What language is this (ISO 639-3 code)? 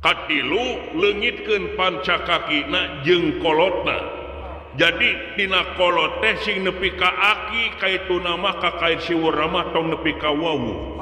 sun